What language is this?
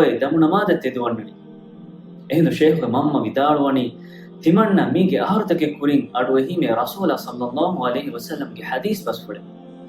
Divehi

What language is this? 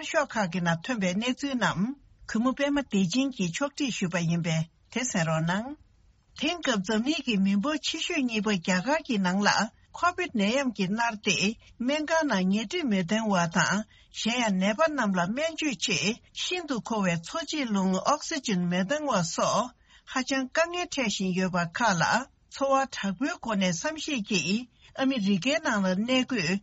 Tibetan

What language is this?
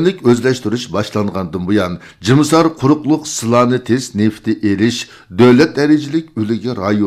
Uyghur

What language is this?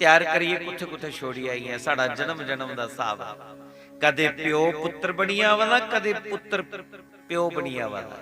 Dogri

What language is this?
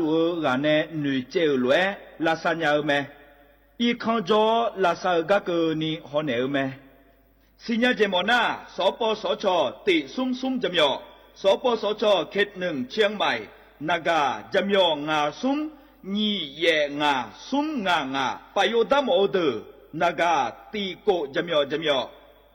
Akha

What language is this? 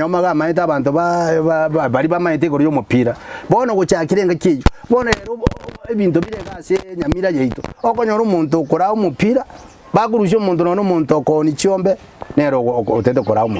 Gusii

